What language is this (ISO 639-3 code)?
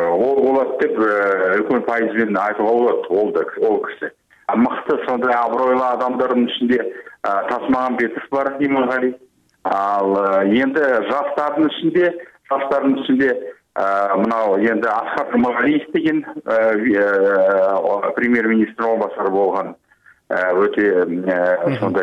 kir